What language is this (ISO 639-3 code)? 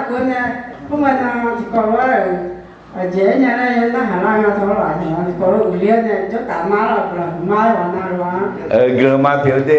ahk